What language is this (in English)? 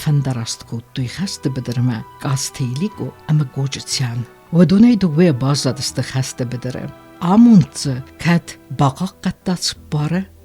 Ossetic